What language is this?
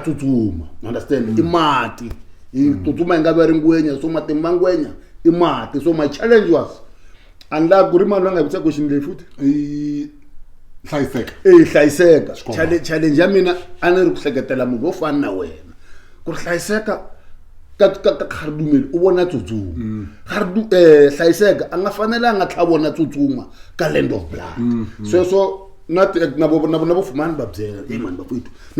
Tsonga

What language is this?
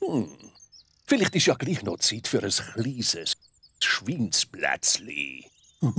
Swiss German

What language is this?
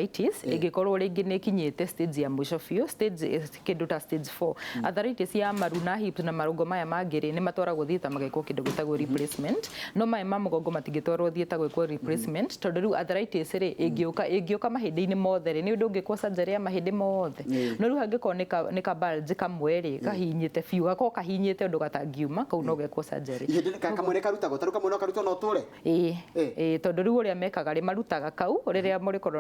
Kikuyu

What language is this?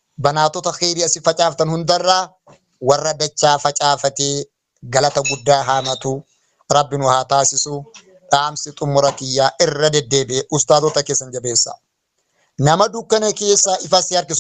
Oromo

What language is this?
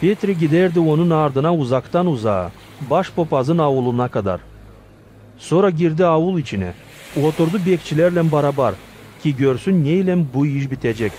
Gagauz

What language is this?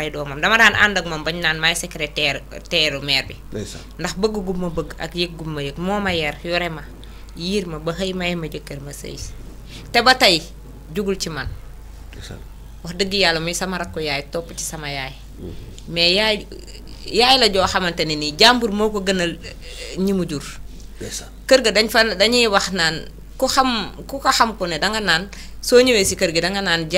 Wolof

